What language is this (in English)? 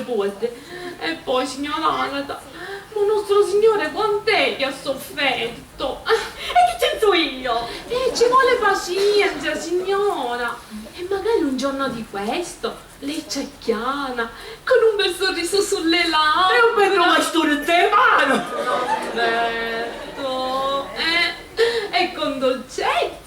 Sicilian